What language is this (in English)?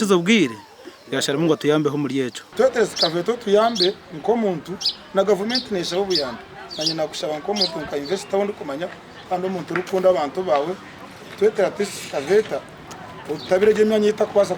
Nyankole